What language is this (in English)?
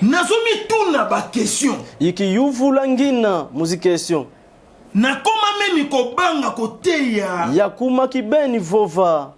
Lingala